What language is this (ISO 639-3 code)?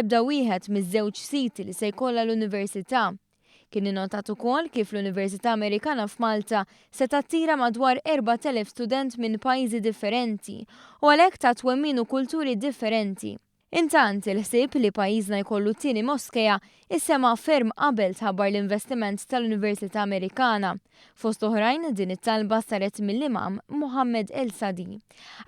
mlt